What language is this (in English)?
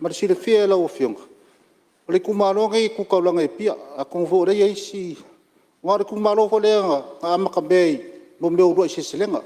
Samoan